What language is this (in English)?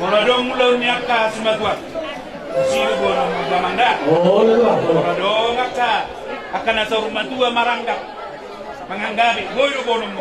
Batak Toba